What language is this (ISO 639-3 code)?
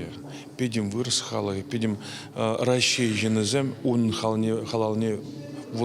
chv